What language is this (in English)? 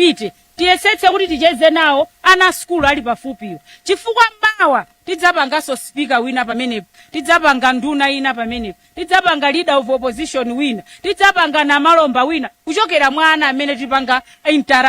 Nyanja